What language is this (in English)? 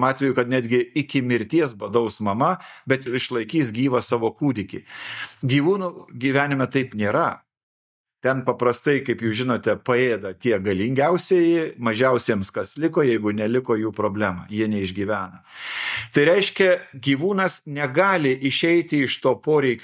Lithuanian